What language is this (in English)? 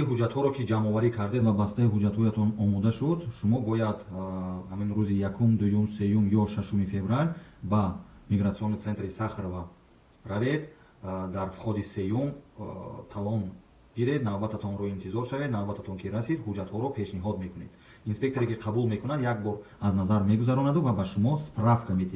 Tajik